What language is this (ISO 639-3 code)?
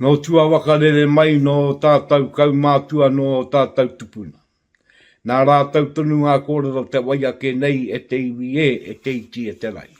mri